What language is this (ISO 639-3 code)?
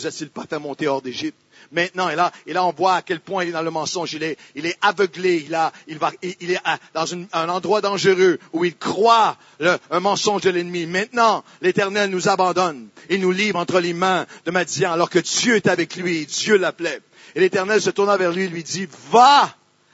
fra